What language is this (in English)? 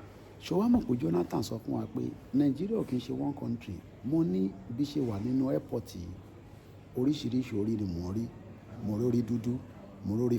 Yoruba